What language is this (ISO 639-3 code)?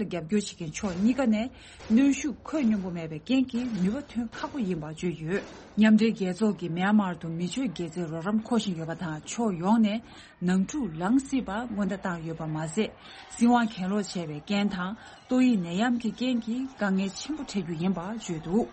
bod